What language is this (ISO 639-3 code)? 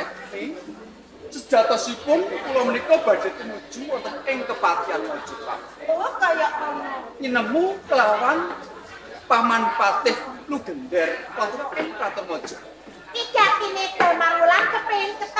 jav